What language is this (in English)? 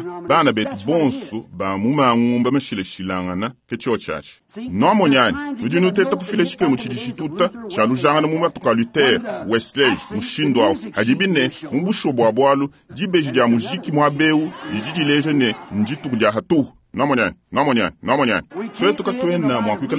Luba-Lulua